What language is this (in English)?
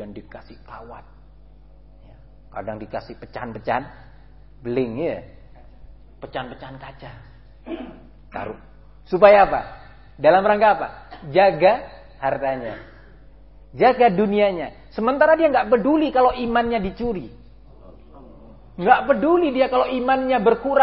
Indonesian